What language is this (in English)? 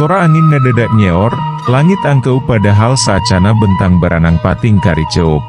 Sundanese